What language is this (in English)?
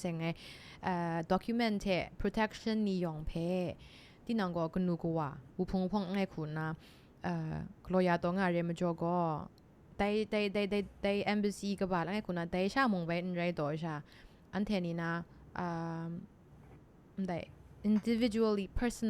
Kachin